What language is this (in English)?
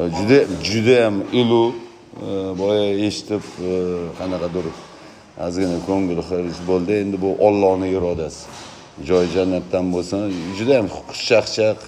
Uzbek